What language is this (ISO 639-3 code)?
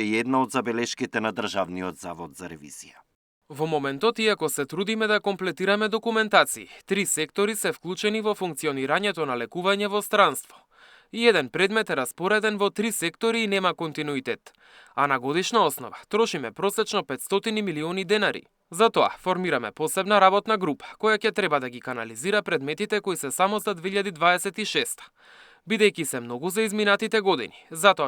mkd